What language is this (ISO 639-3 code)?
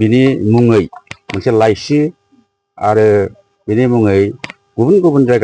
brx